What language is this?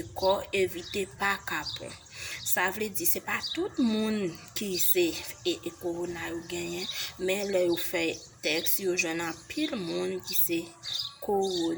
Haitian Creole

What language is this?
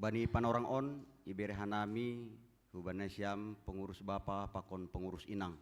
Batak Simalungun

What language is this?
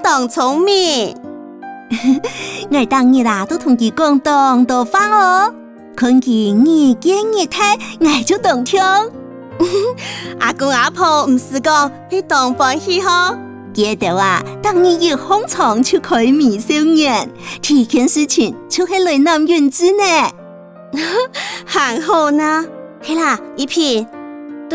Hakka Chinese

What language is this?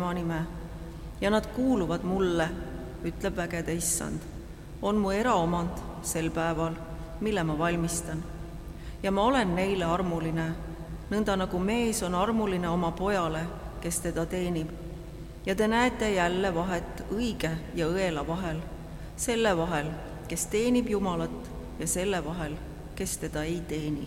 Estonian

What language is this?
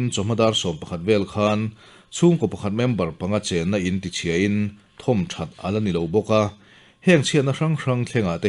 Mizo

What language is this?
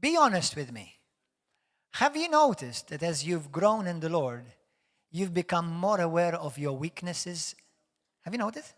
English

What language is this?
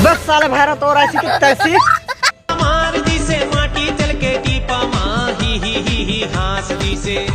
Chhattisgarhi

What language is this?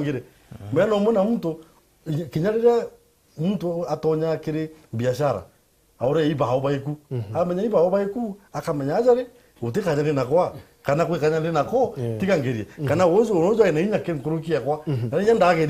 Meru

